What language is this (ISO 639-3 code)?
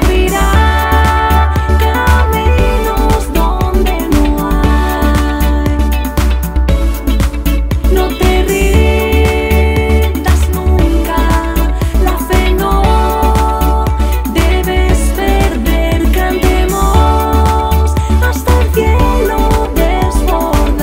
spa